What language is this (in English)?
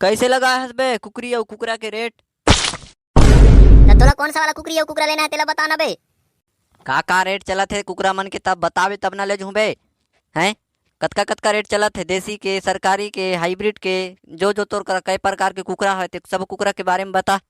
Chhattisgarhi